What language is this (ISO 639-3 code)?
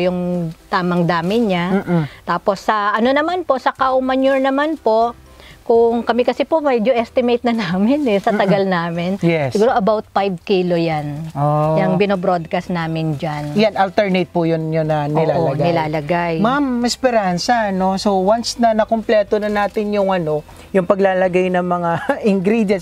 fil